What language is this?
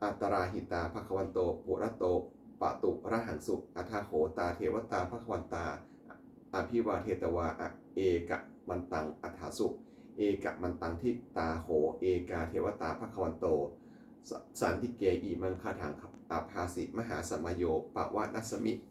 Pali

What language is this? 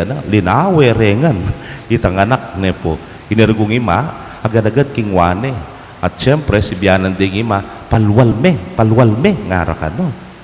Pampanga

